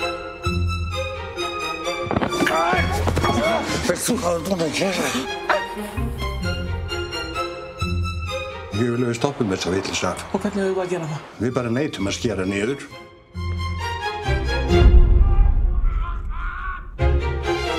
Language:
Icelandic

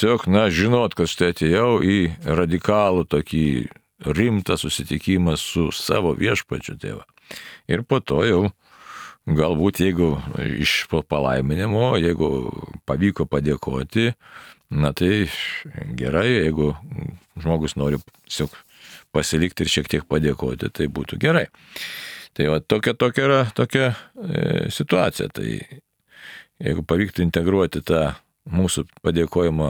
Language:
Lithuanian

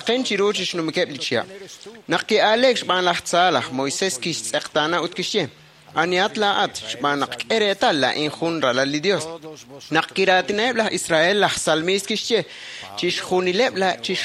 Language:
Kekchí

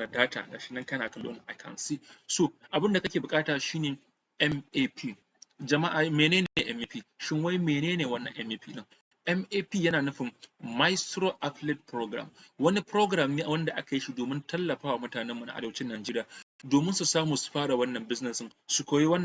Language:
Hausa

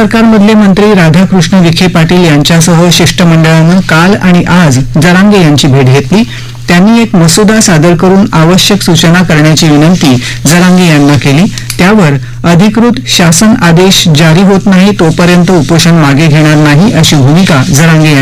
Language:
Marathi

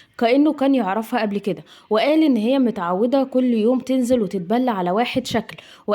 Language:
Egyptian Arabic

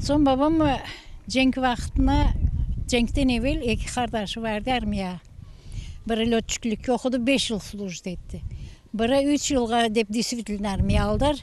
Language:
Crimean Tatar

